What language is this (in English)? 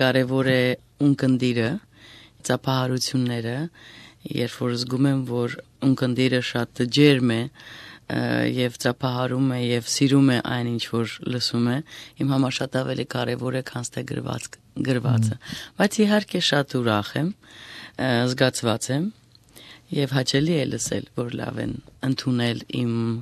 Armenian